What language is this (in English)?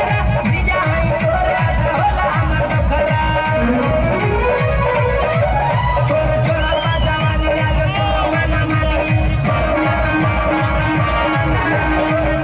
Bhojpuri